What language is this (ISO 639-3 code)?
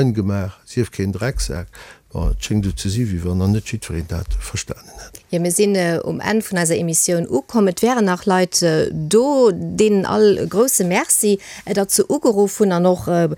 ltz